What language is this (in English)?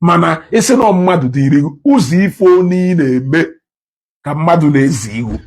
Igbo